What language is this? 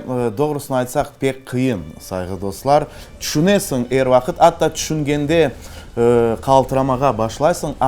Crimean Tatar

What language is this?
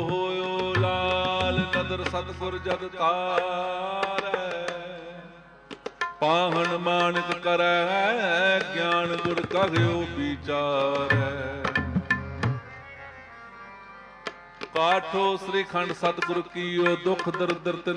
Punjabi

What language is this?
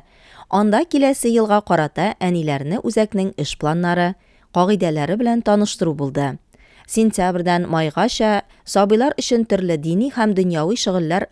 Tatar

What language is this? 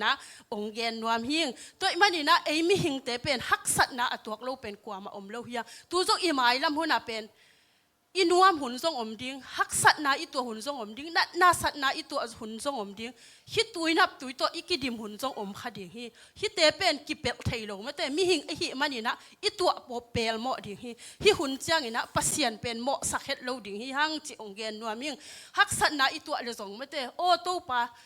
Tedim Chin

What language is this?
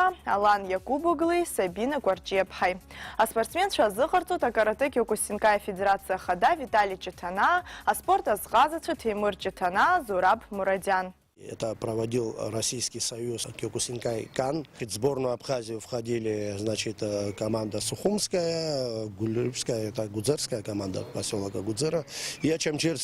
Abkhazian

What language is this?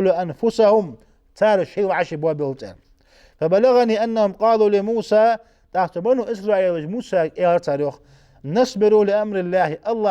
Ingush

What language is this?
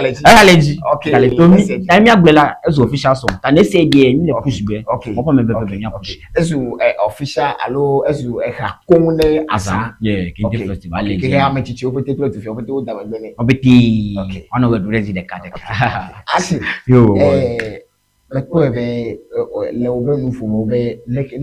Ewe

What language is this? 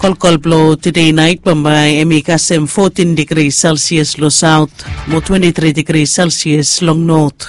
Bislama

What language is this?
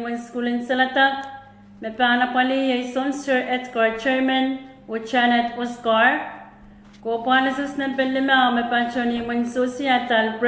Pohnpeian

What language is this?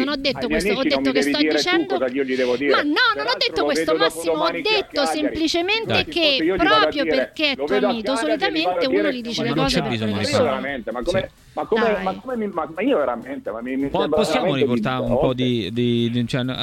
Italian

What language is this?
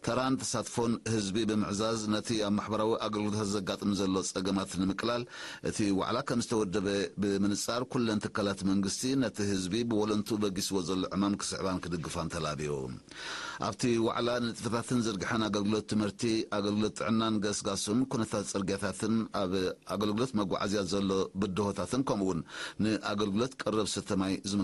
Tigrinya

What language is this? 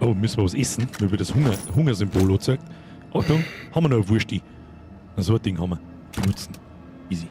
Bavarian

